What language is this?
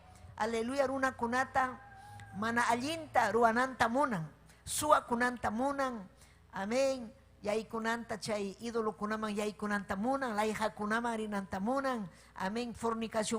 Ayacucho Quechua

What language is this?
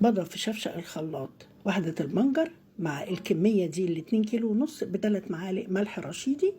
Egyptian Arabic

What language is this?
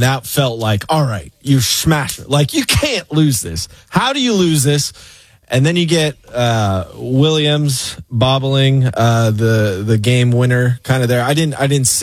English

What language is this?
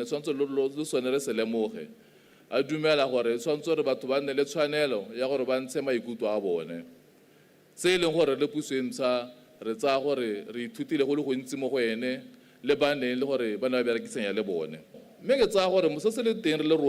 Tswana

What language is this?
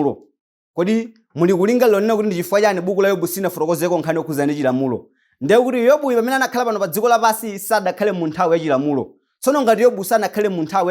Nyanja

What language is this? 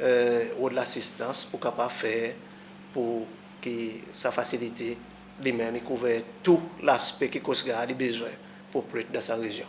Seselwa Creole French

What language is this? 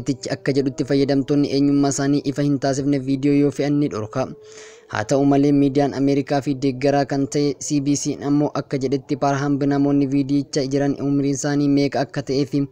Oromo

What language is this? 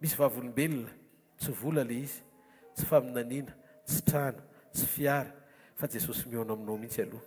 Malagasy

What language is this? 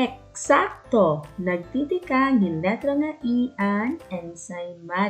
Waray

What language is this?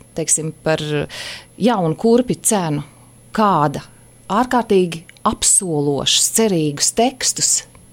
Latvian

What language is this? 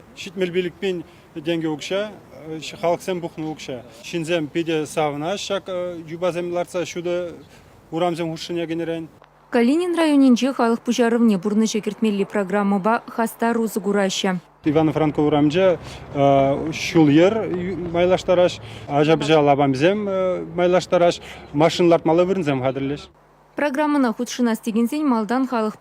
Chuvash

